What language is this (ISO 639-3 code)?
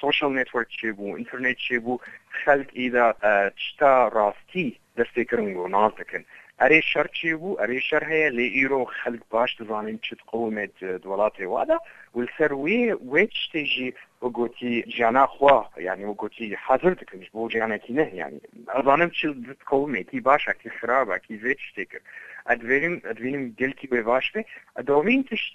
kur